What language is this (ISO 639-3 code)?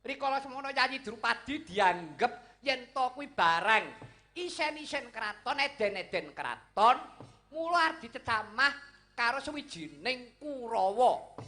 jav